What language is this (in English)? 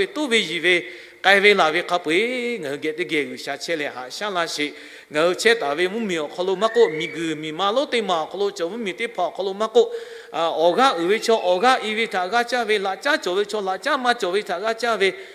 Lahu